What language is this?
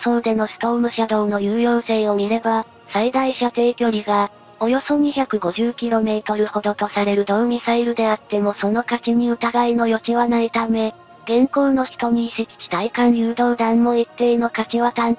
Japanese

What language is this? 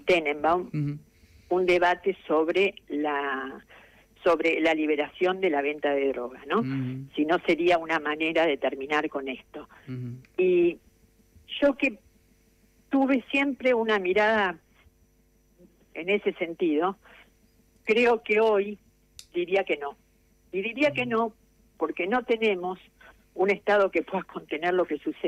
Spanish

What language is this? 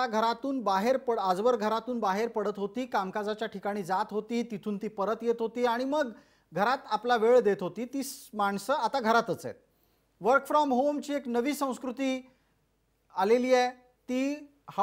Marathi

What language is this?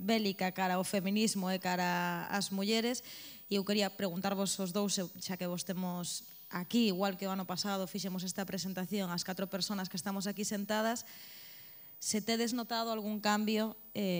Galician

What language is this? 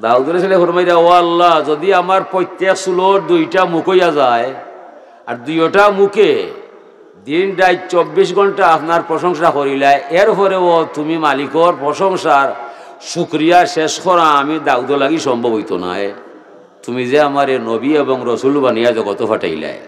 Sylheti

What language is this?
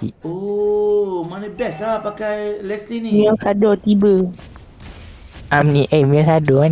Malay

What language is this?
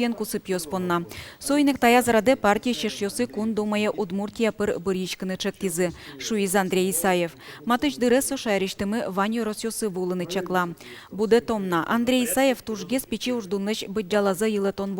Udmurt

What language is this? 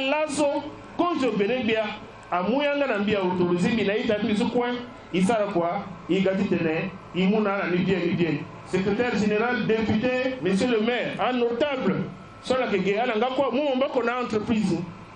Sango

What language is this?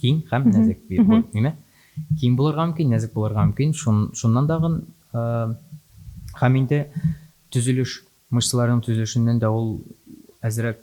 Tatar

